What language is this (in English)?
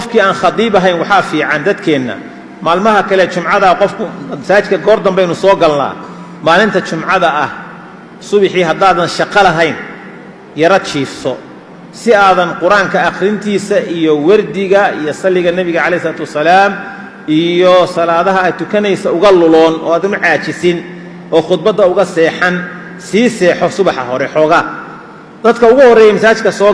Somali